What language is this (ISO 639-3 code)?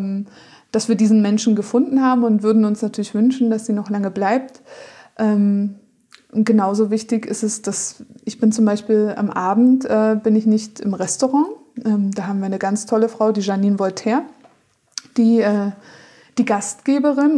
deu